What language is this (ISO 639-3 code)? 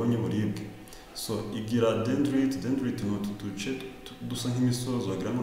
kin